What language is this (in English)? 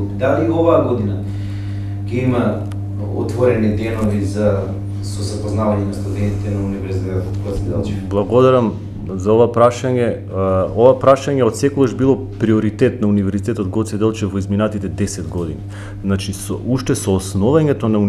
Macedonian